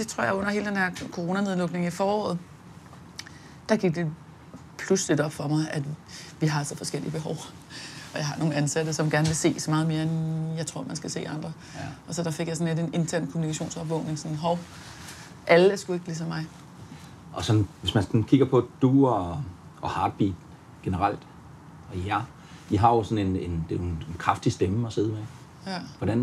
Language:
Danish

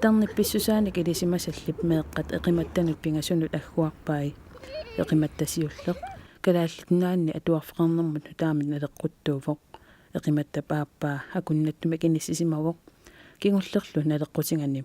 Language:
Kalaallisut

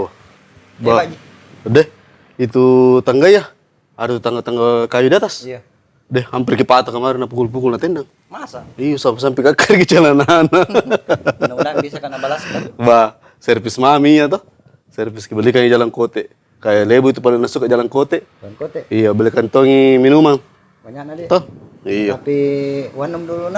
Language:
Makassar Malay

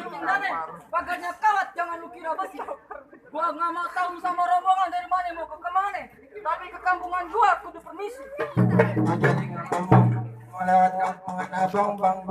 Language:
Betawi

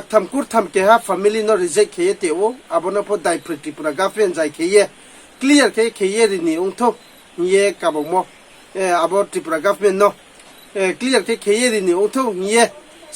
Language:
Riang (India)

